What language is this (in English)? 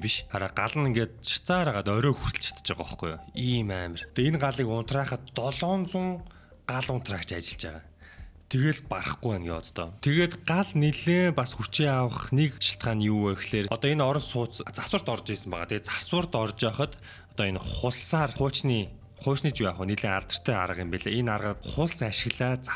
Mongolian